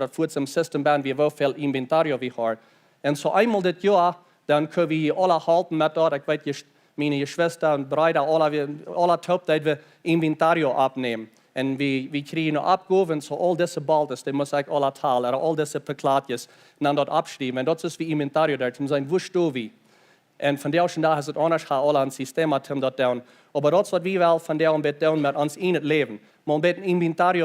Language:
Plautdietsch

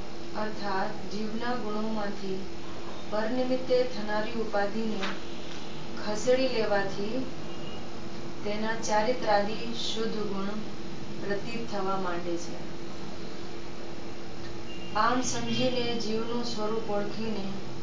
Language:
Gujarati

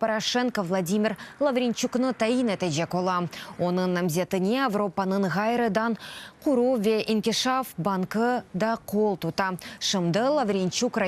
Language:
Crimean Tatar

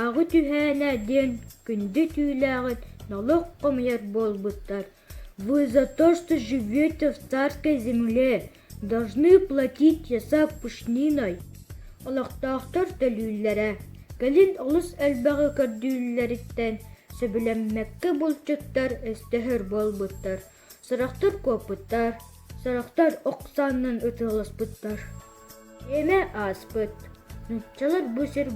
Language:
Yakut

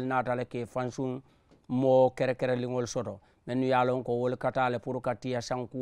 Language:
Mandingo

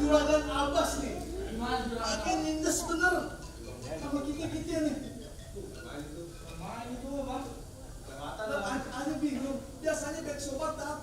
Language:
Betawi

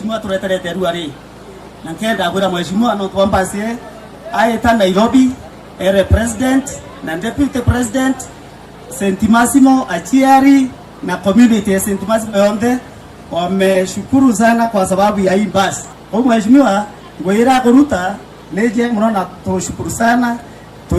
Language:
Meru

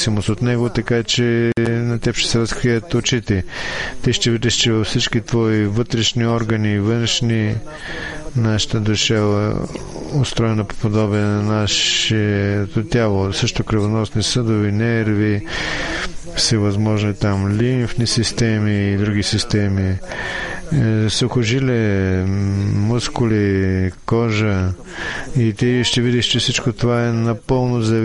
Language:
Bulgarian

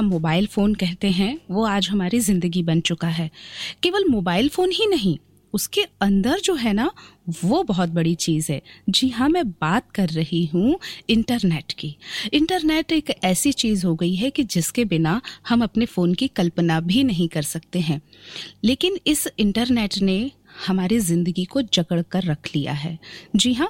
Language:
Hindi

